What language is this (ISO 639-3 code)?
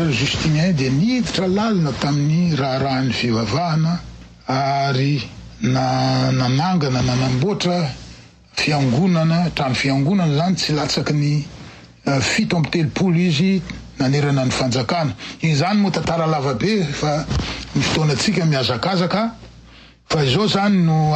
mlg